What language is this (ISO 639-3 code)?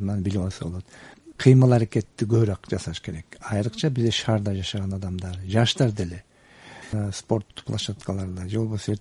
kir